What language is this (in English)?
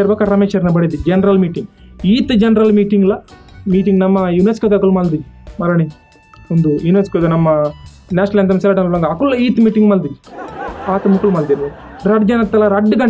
Tulu